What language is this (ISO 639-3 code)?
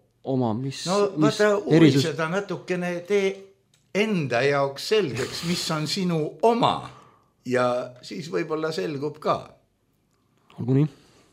est